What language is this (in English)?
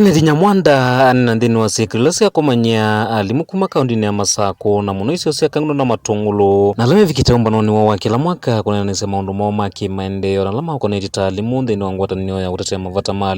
Kamba